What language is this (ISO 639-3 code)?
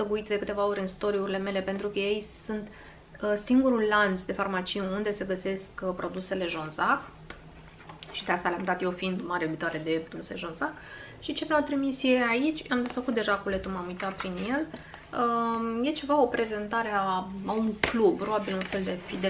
ron